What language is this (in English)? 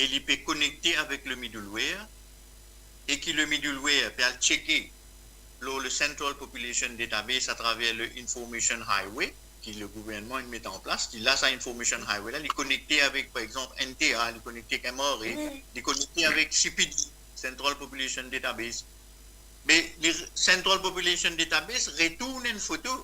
Morisyen